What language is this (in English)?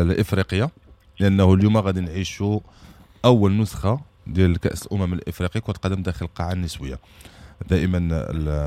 Moroccan Arabic